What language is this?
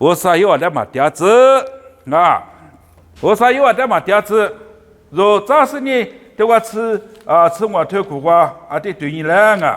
Lisu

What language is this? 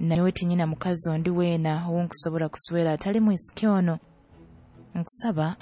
Nyoro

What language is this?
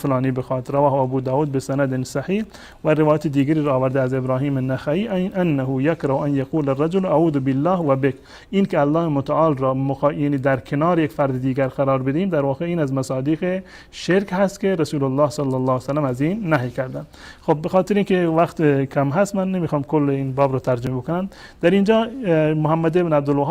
Persian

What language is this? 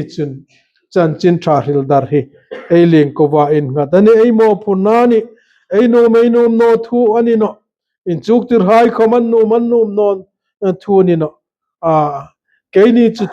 Hmar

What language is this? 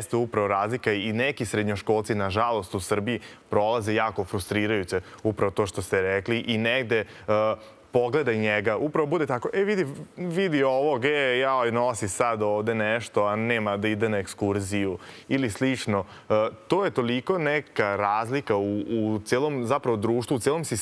Serbian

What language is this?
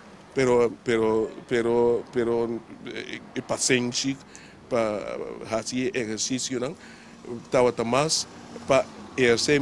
Papiamento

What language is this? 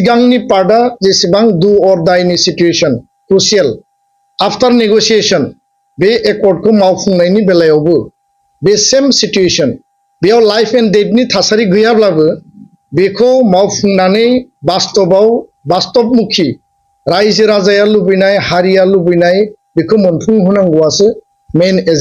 Bodo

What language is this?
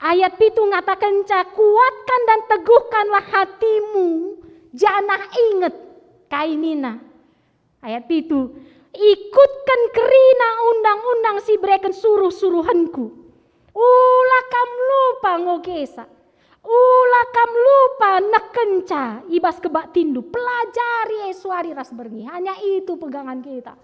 Batak Karo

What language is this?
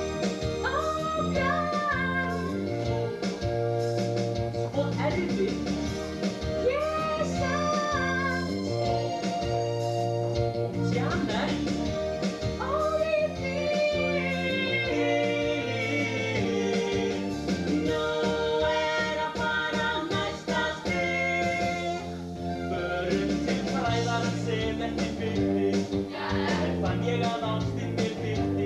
Icelandic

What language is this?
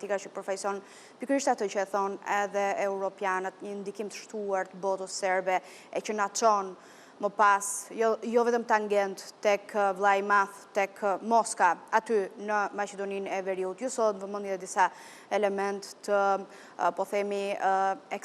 Albanian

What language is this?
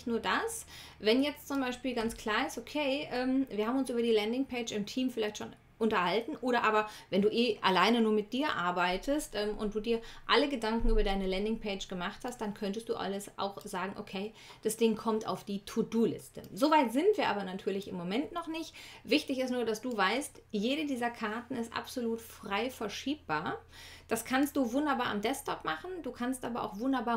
German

